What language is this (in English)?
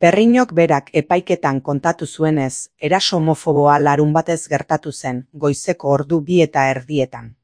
Basque